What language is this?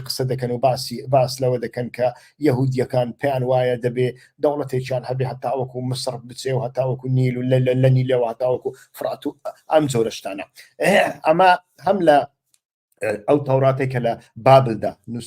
Central Kurdish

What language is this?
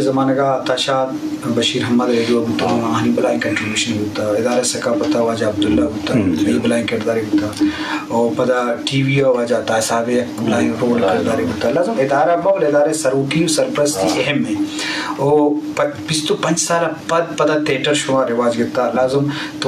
Eastern Balochi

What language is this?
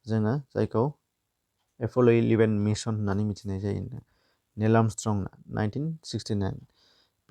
Bodo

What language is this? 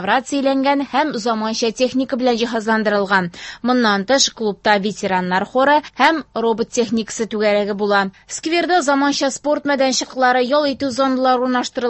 Tatar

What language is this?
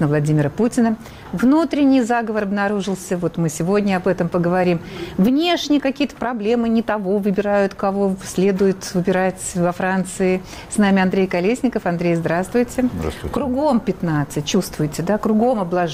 Russian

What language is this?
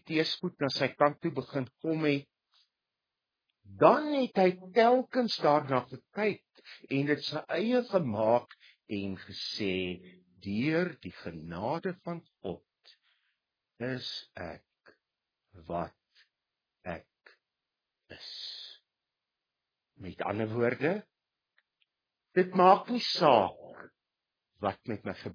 Afrikaans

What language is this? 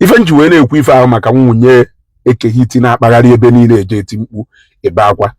Igbo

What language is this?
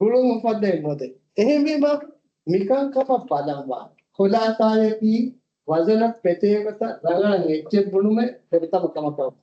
Divehi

